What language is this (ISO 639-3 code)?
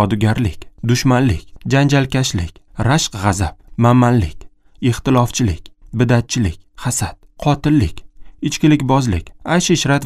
uzb